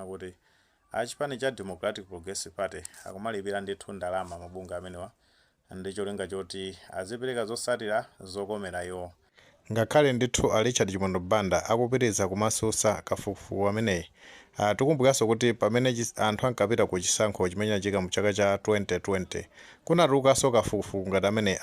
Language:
Nyanja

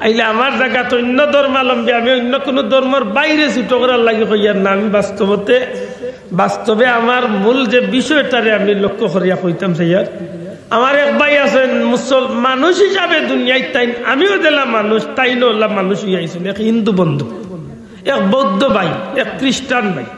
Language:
Sylheti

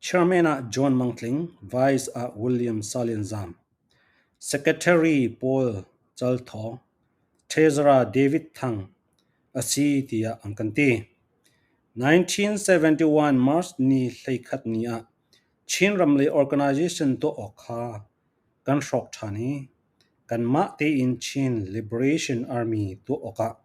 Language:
Falam Chin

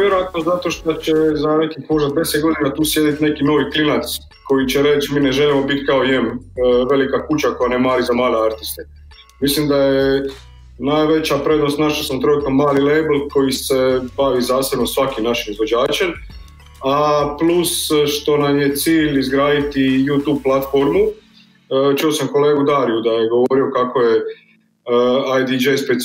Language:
Croatian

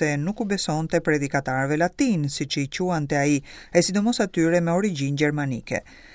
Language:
Albanian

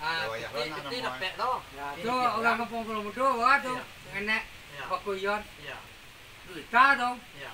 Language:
Minangkabau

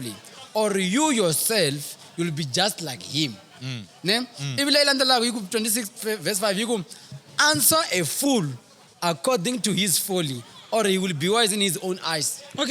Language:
Tsonga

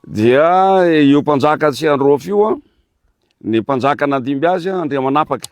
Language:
Malagasy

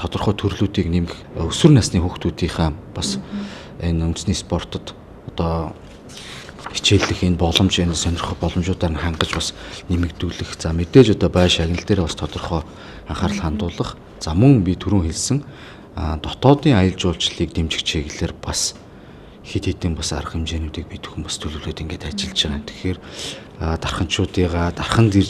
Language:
Mongolian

